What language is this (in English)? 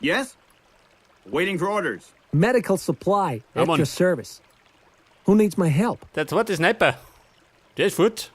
Bavarian